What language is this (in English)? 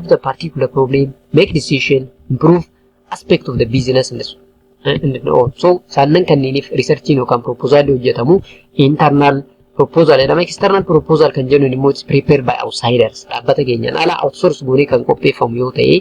Oromo